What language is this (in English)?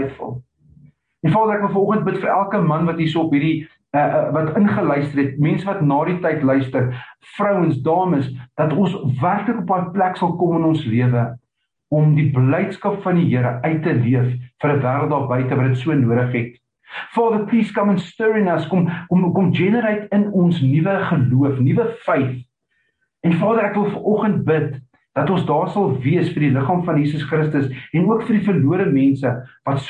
Afrikaans